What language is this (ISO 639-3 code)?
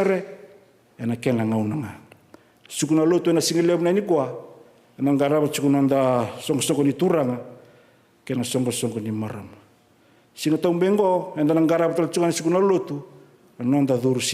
fij